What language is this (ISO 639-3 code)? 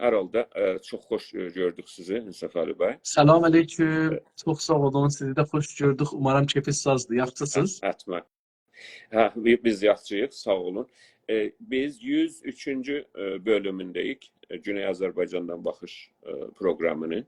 azb